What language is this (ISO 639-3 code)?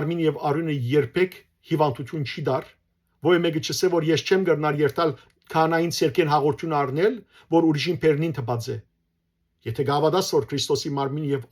hyw